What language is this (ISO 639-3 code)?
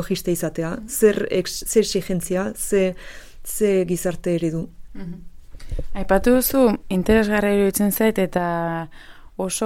eus